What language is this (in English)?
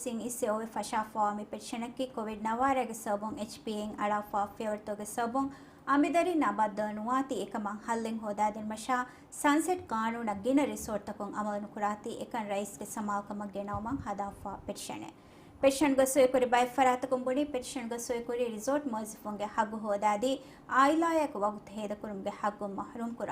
Divehi